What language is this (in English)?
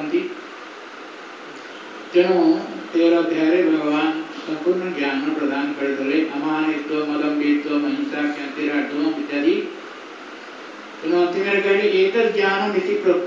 Odia